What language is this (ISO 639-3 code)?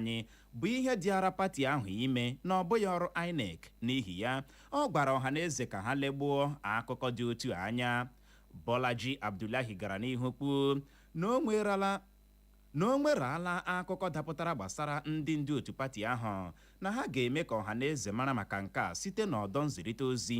ibo